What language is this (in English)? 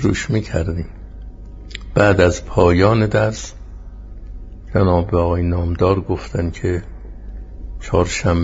Persian